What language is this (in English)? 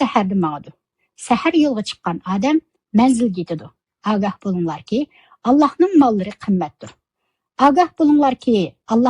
Uyghur